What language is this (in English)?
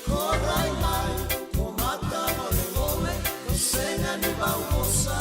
Fijian